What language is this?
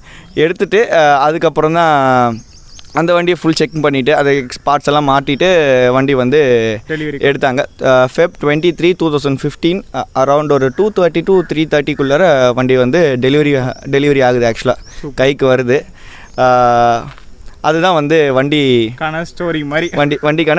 Tamil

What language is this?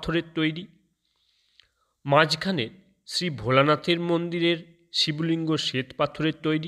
Bangla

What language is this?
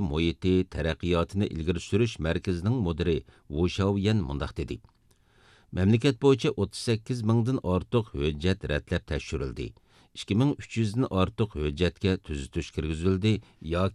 Uyghur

